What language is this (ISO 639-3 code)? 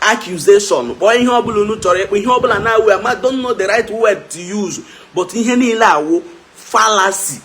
ibo